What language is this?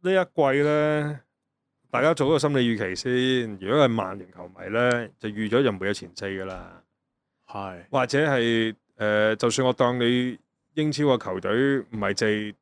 Cantonese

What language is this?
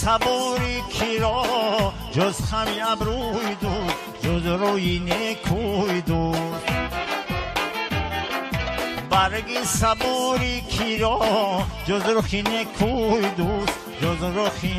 Persian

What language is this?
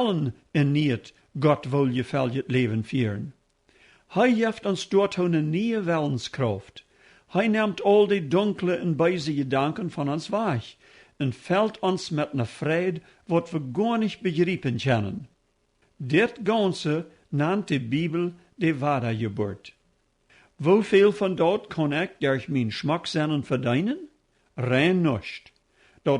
Plautdietsch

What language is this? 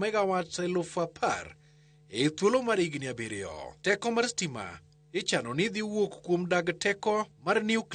Luo (Kenya and Tanzania)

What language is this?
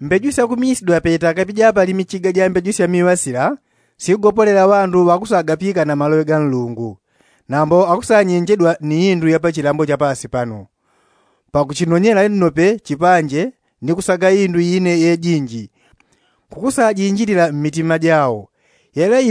Yao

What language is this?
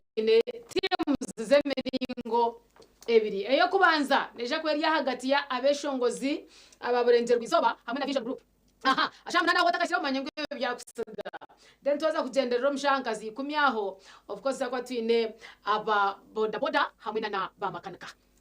Nyankole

